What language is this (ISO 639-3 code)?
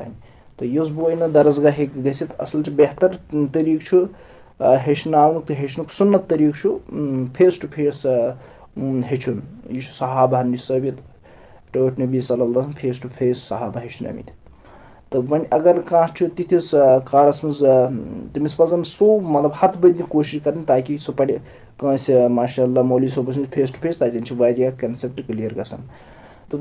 kas